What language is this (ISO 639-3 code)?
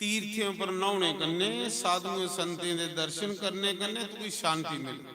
doi